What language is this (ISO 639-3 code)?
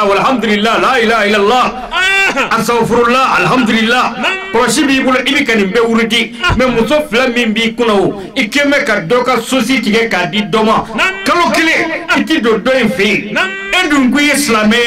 bam